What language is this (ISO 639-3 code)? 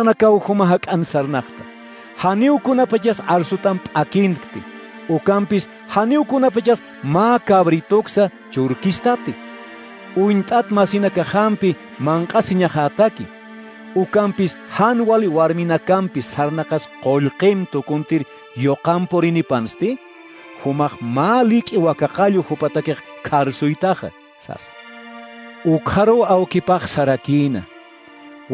aym